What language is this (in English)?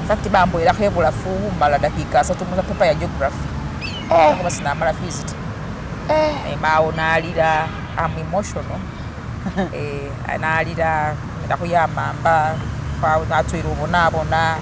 Masaaba